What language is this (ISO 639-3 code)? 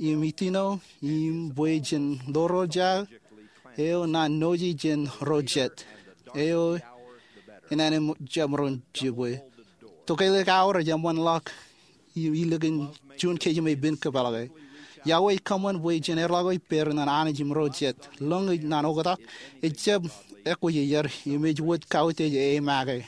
mah